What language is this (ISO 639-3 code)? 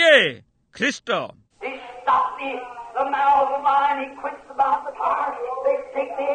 ori